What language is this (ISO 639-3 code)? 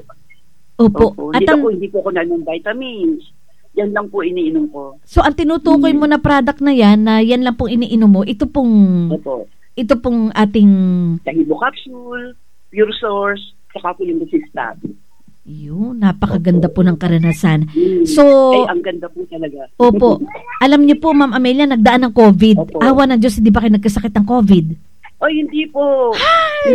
fil